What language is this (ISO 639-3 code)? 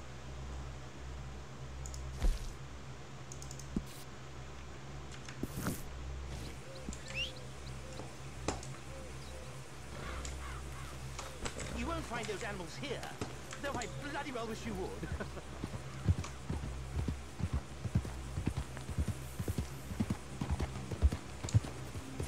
eng